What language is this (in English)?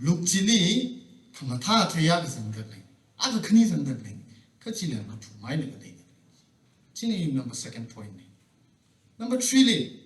Tangkhul Naga (India)